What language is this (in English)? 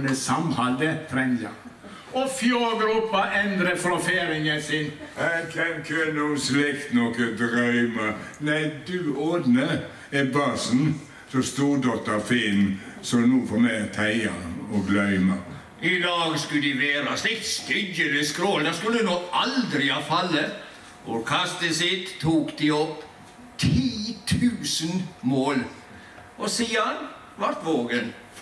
Norwegian